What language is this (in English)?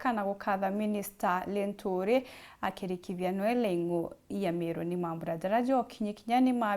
Meru